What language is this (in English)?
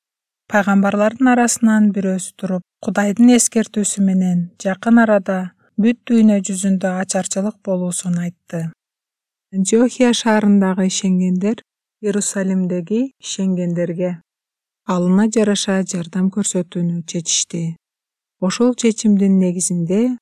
Kyrgyz